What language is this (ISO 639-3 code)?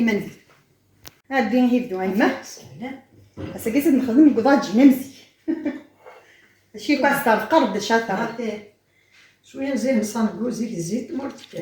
kab